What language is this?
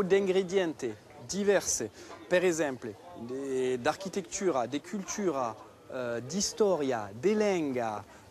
Occitan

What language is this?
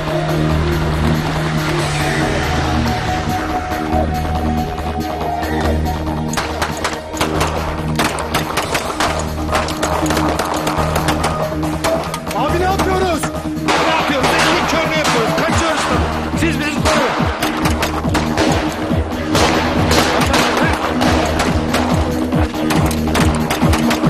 Turkish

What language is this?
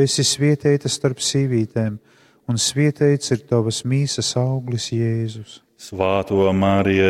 Latgalian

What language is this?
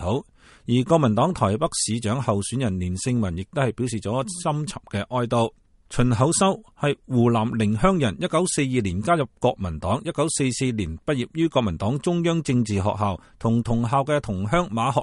Cantonese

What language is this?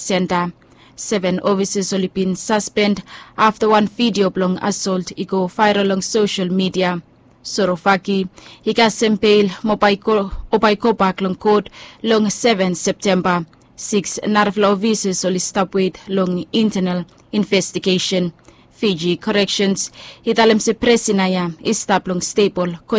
Bislama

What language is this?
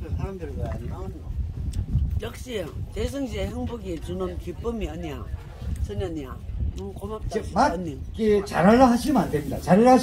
Korean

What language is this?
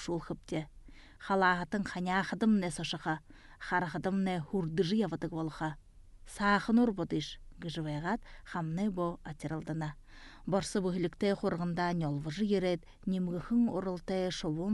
Buriat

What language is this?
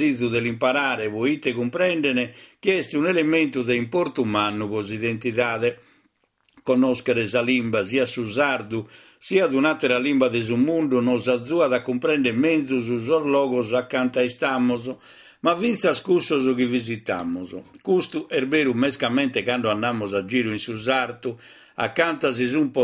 Sardinian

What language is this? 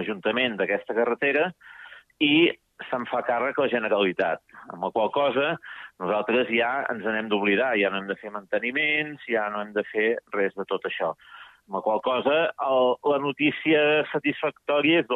Catalan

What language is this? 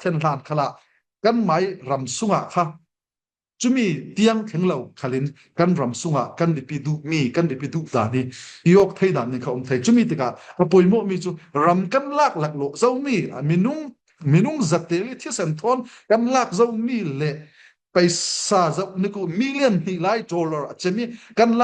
Falam Chin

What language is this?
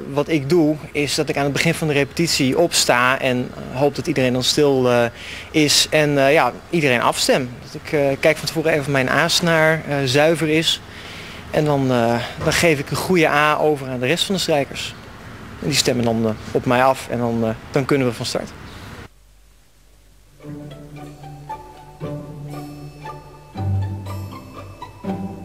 Dutch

